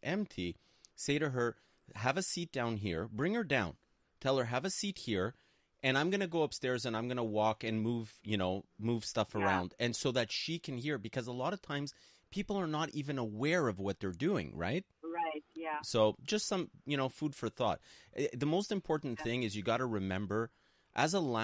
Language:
English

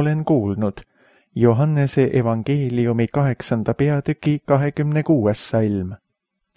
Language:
Estonian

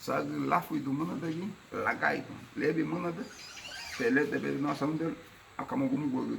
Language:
Garifuna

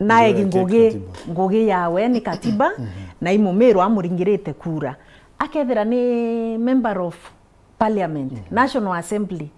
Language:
Meru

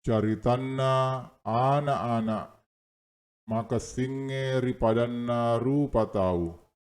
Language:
Buginese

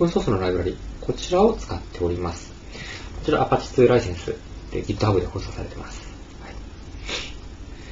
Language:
Japanese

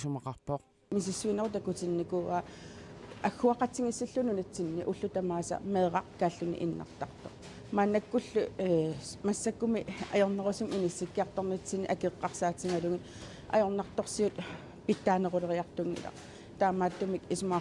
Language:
Kalaallisut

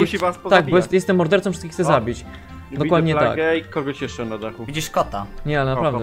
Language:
Polish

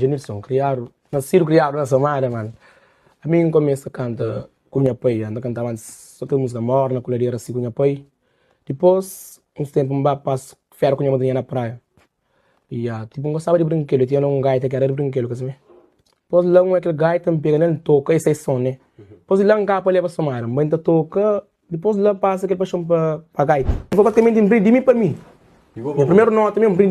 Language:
Kabuverdianu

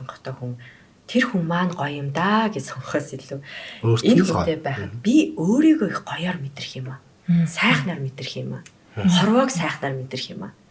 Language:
Mongolian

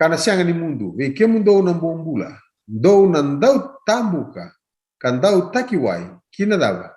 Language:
Fijian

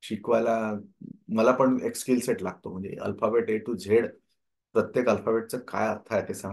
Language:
Marathi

